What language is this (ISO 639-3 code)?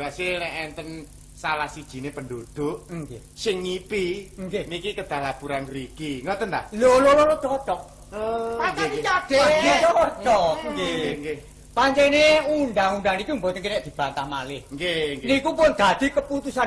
jav